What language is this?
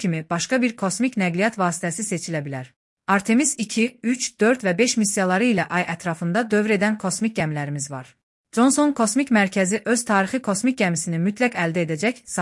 Azerbaijani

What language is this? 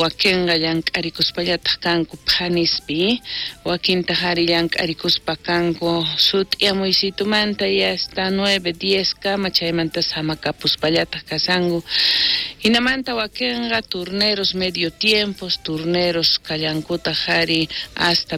South Bolivian Quechua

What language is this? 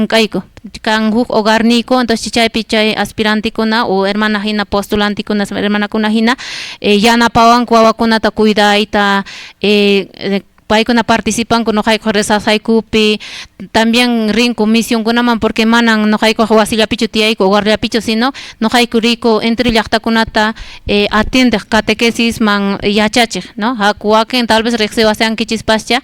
Quechua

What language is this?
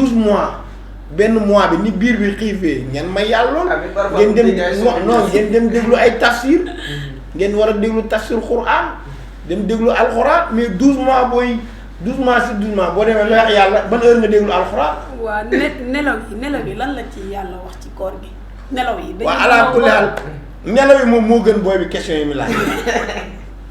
Wolof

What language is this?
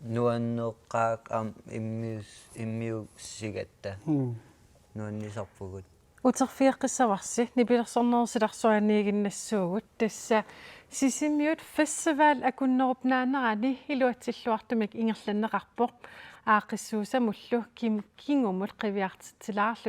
Kalaallisut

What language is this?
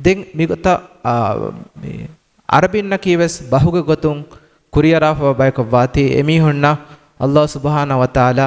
Divehi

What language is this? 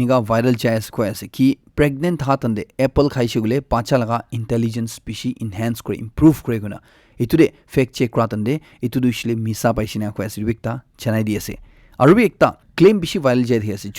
Naga Pidgin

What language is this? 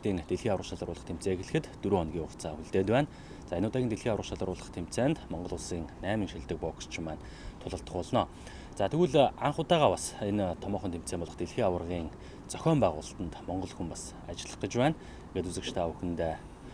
Mongolian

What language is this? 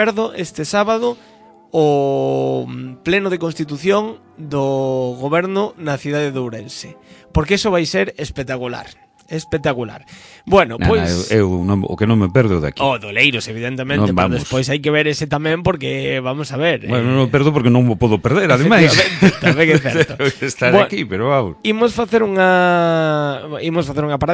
Galician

